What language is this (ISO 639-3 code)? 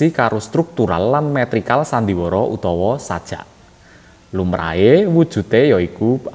jav